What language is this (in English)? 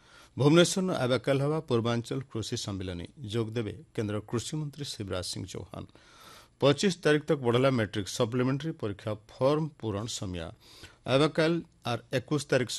Odia